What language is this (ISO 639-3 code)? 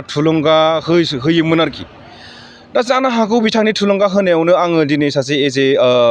brx